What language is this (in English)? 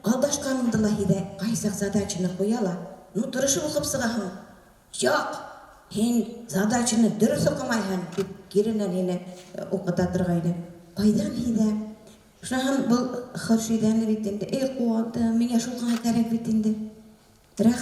Bashkir